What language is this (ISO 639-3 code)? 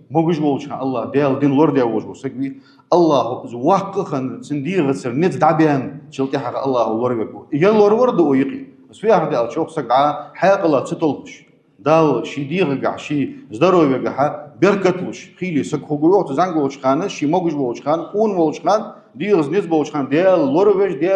inh